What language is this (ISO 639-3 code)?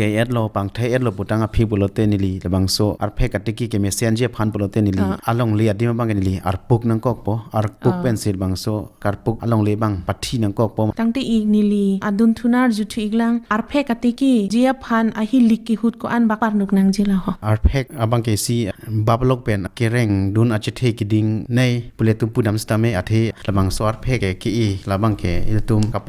mjw